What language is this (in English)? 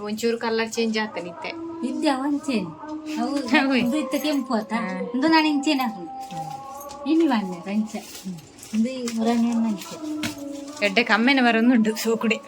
Tulu